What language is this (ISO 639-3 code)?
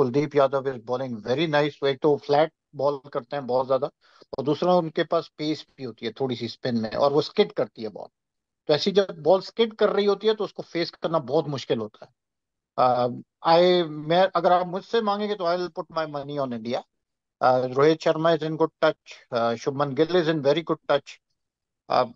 hin